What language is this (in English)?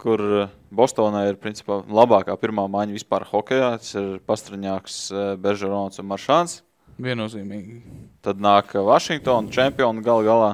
Latvian